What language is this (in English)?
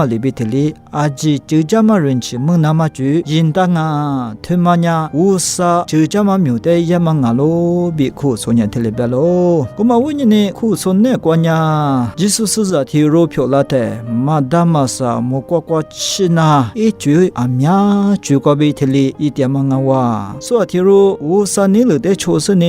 Lisu